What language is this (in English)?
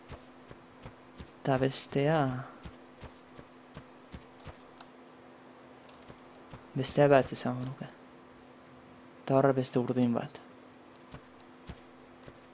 Basque